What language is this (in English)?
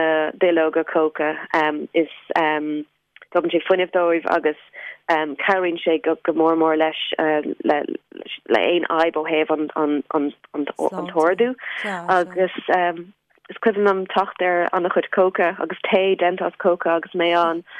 Irish